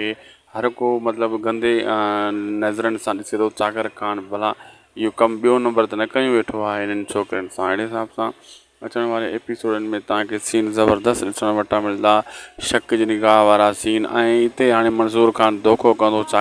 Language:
Sindhi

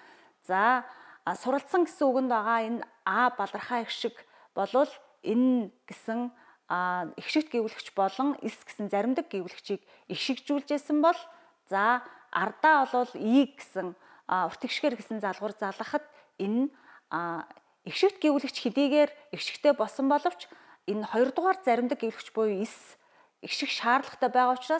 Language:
Mongolian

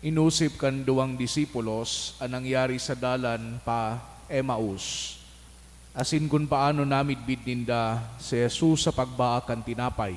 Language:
Bikol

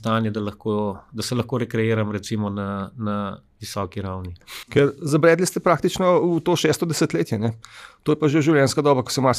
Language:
Slovenian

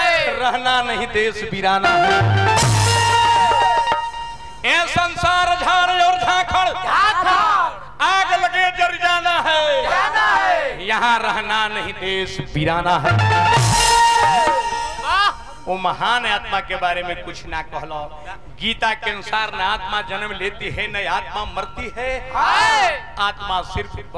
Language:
Bhojpuri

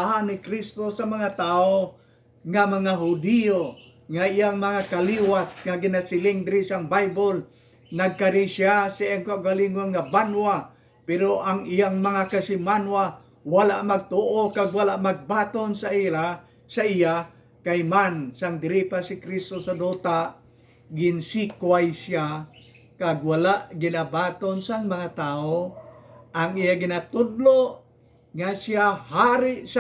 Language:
Hiligaynon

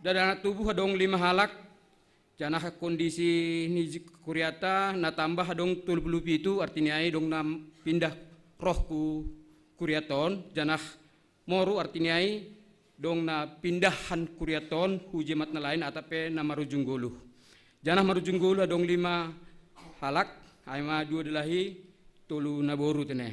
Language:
Batak Simalungun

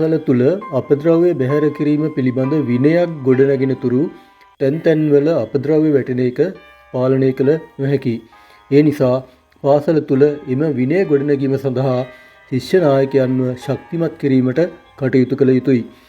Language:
Sinhala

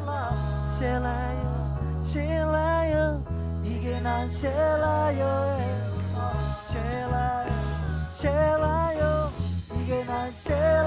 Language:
Marshallese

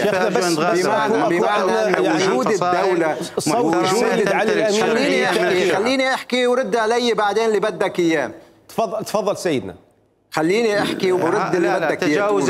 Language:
Mesopotamian Arabic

